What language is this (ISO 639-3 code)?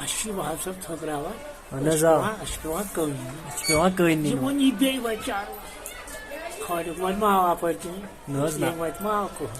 kas